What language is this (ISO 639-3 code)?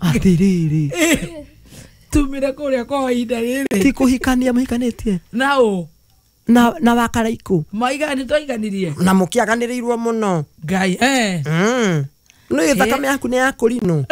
kik